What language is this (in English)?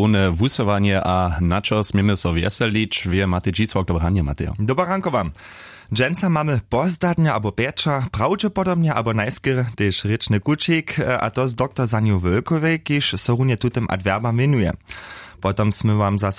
Upper Sorbian